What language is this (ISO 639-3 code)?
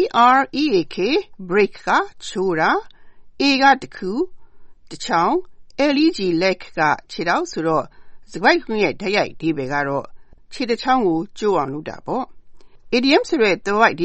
mya